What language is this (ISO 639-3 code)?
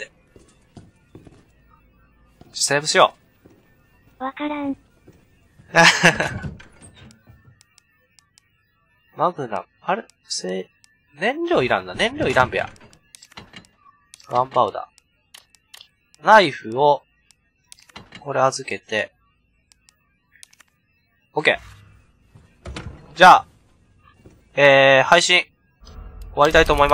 jpn